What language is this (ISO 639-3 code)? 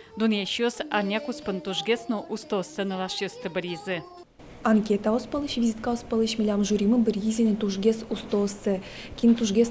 udm